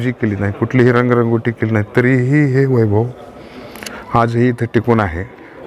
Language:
Marathi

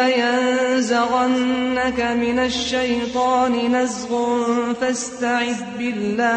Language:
Azerbaijani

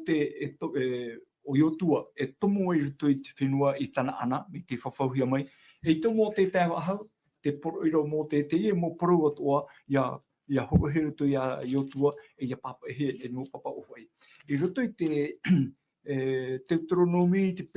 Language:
Tahitian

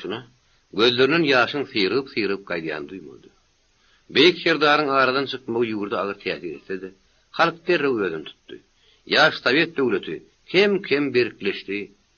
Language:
Turkmen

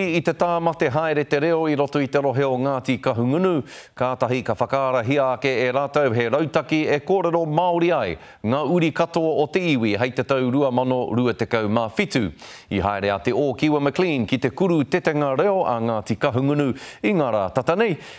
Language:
Māori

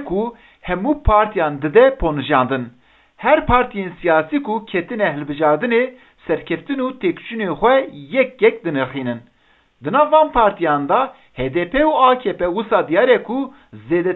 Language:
Kurdish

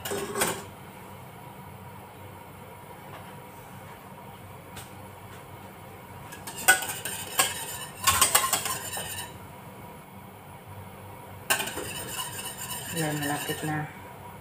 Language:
Filipino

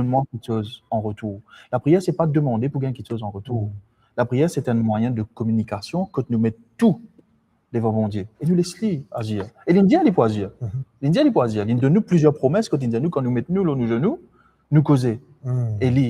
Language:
Morisyen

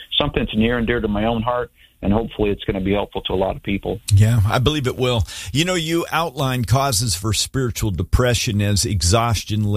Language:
English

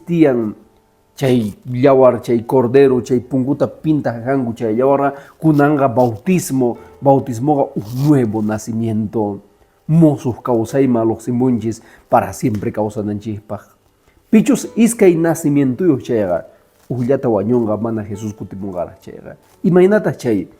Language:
Quechua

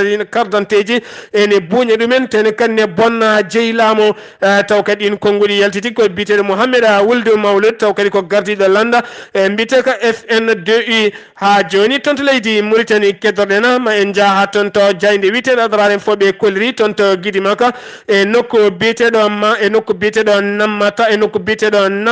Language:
Fula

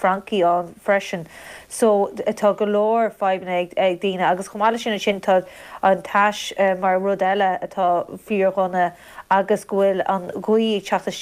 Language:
Irish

